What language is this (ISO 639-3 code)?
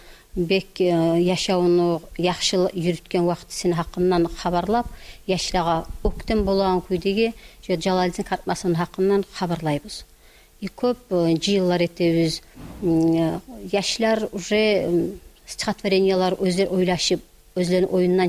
kum